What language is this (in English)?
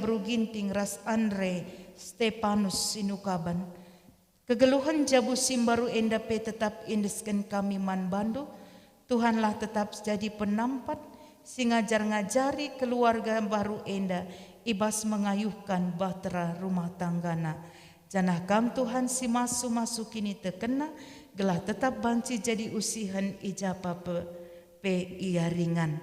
Batak Karo